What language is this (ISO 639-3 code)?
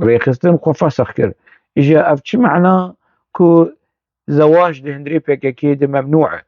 kur